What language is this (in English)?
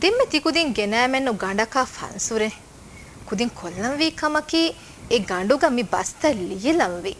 Divehi